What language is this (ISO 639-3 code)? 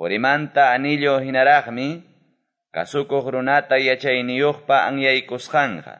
que